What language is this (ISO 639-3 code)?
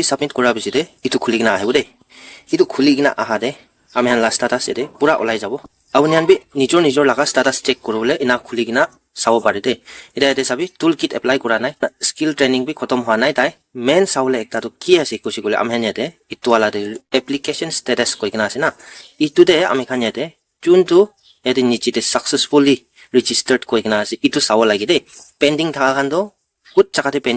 nag